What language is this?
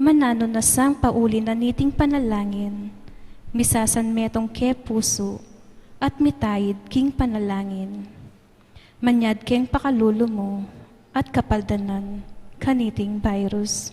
Pampanga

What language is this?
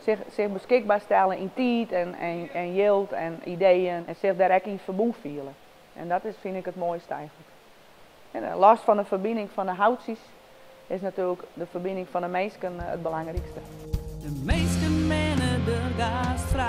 Western Frisian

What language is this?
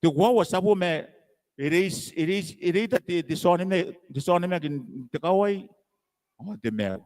Gilbertese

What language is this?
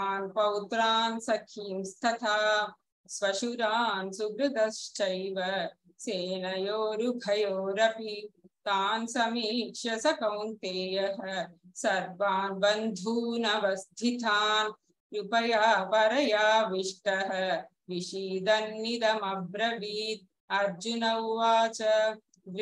Sanskrit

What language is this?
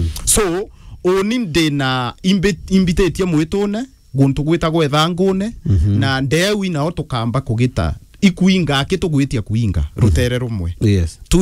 Meru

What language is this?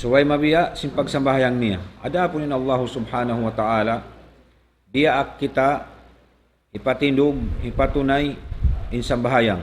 Tausug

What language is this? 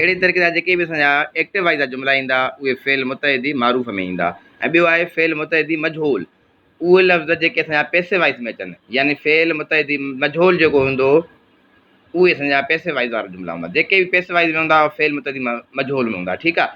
Sindhi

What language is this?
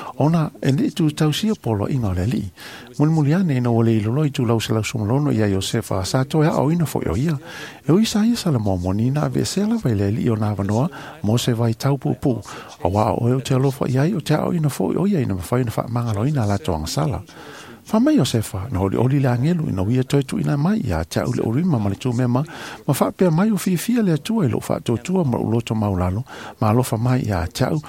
Samoan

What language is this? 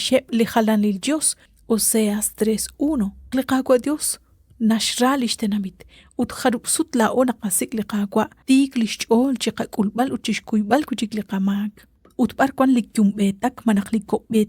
Kekchí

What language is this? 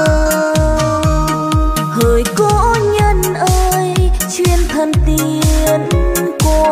Vietnamese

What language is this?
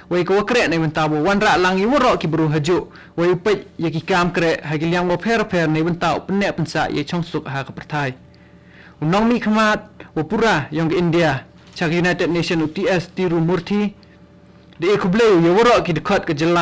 Khasi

